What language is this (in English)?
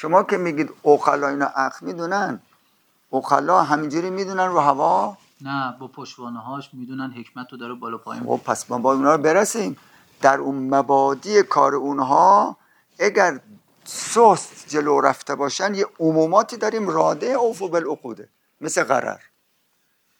Persian